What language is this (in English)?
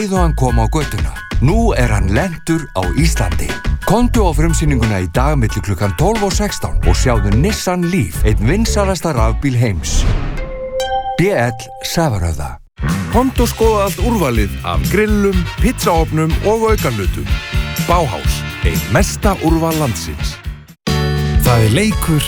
Icelandic